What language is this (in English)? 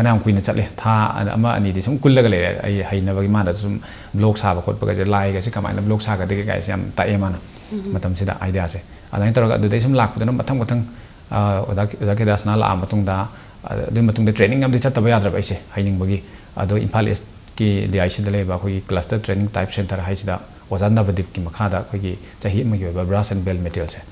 Manipuri